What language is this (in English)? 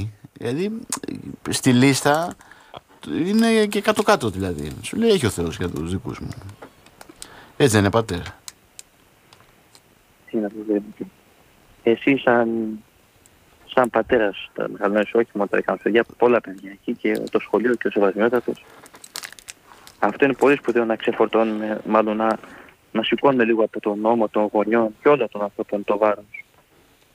Greek